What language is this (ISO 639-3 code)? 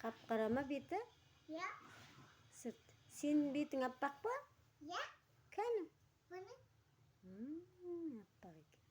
kaz